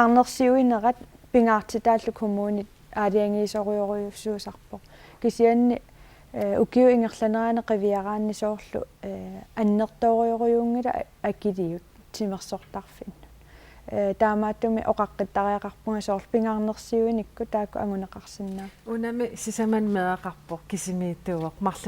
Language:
Kalaallisut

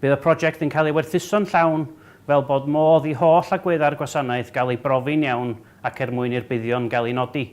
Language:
Welsh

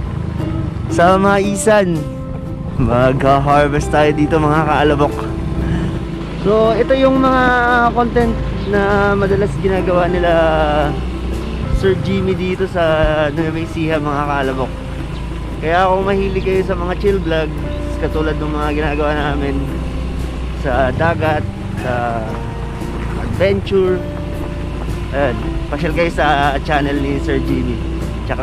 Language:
Filipino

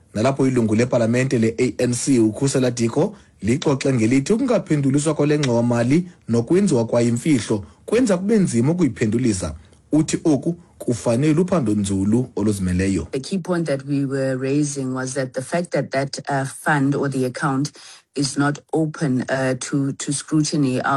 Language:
Xhosa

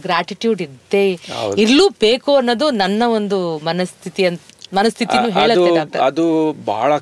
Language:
Kannada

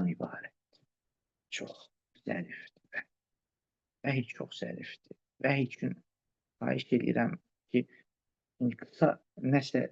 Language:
Azerbaijani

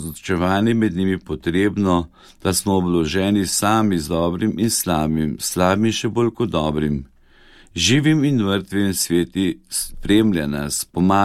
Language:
Slovenian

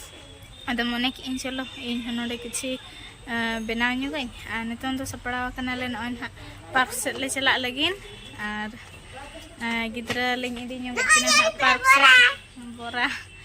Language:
Santali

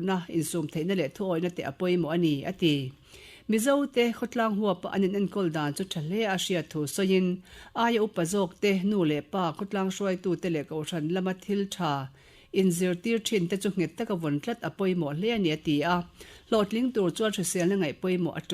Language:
Mizo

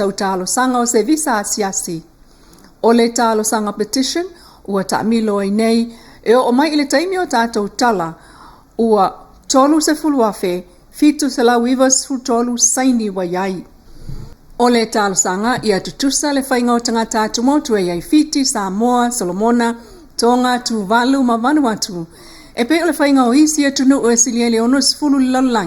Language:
Samoan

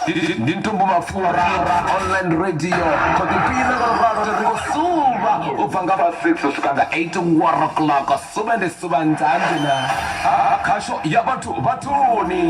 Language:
Venda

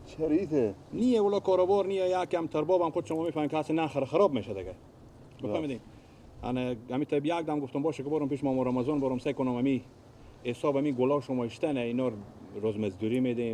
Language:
Persian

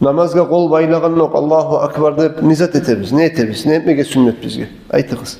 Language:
Kumyk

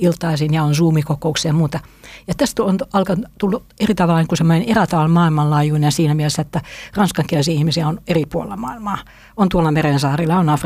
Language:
Finnish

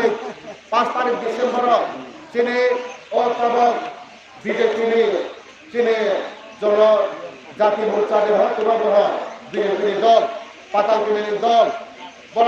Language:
Kok Borok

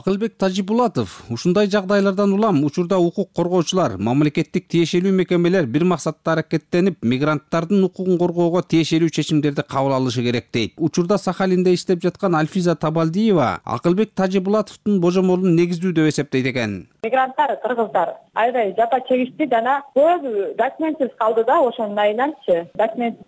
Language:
Kyrgyz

